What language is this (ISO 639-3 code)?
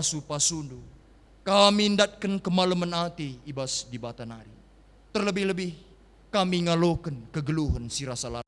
btx